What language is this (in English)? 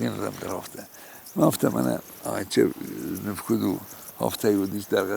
Ossetic